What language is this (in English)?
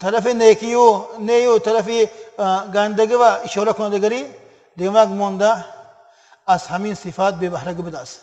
Tajik